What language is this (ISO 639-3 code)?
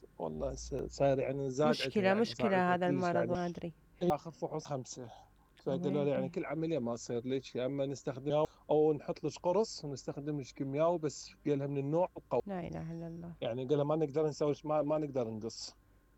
acm